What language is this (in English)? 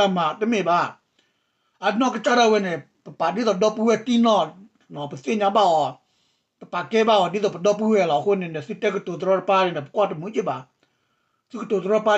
S'gaw Karen